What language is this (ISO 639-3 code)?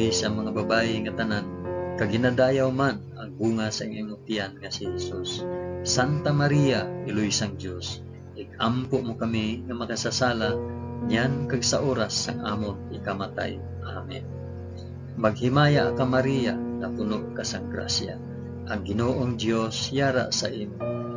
hil